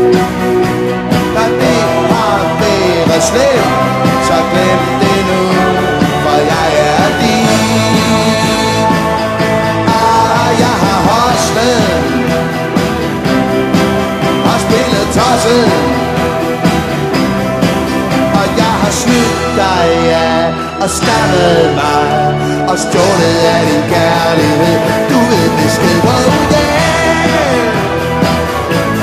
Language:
Danish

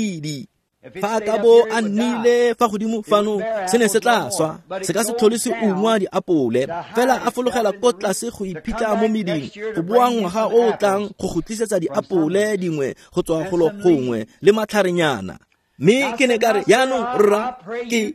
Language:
Tswana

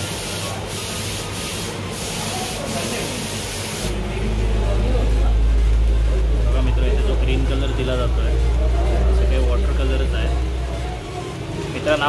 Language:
Marathi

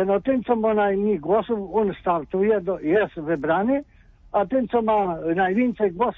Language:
Polish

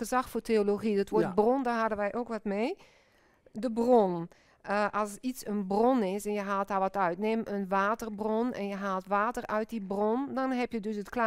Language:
Dutch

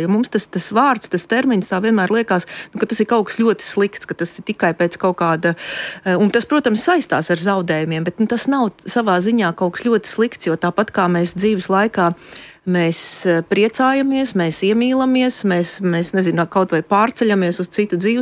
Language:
Latvian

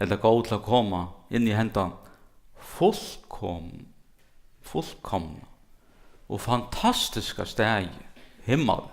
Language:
Faroese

